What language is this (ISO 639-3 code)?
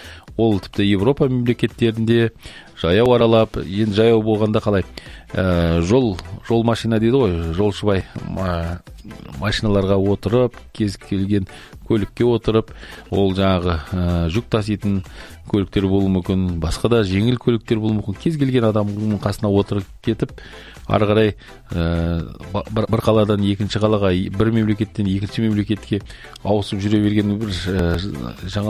kaz